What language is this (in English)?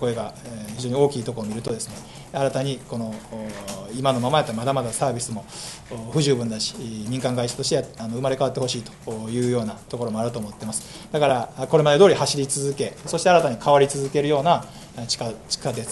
Japanese